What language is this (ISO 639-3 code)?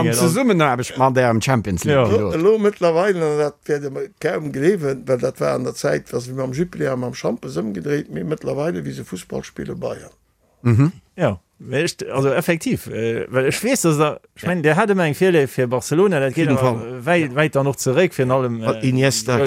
ltz